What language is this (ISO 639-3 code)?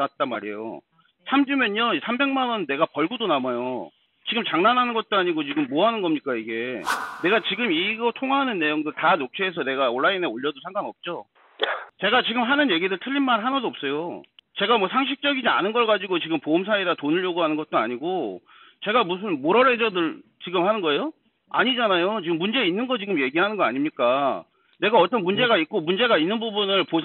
kor